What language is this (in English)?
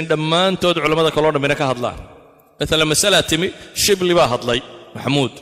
Somali